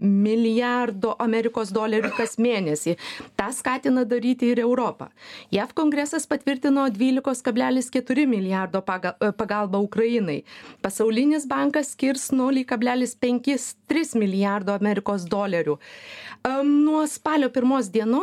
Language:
Lithuanian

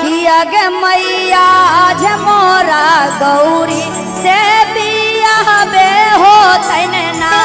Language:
Magahi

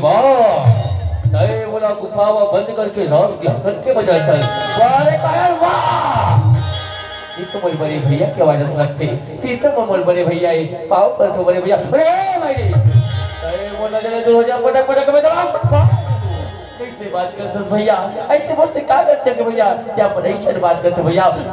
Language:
Chhattisgarhi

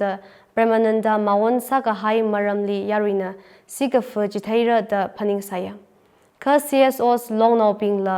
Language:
Tangkhul Naga (India)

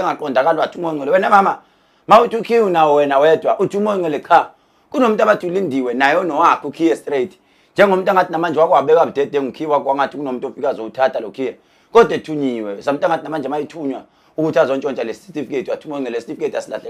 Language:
Zulu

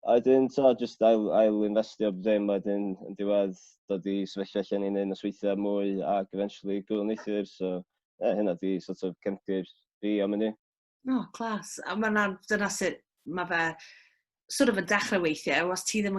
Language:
Welsh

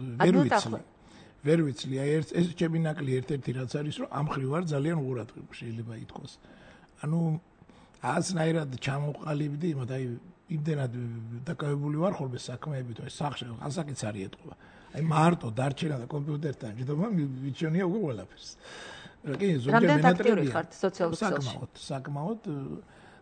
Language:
Georgian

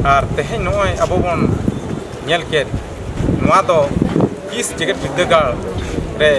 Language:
Santali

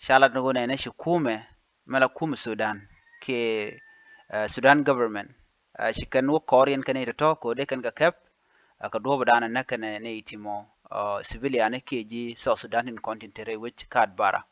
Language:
Nuer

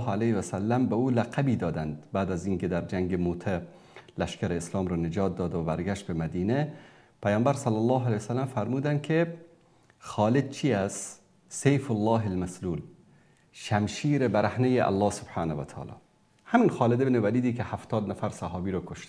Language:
Persian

